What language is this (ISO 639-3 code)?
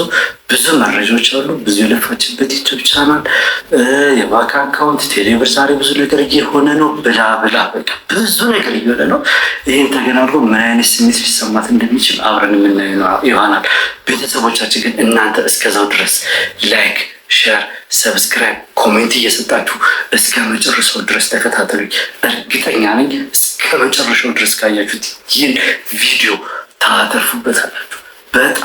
amh